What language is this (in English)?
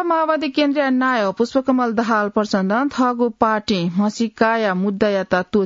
Newari